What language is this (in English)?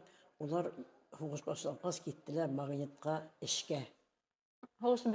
Bashkir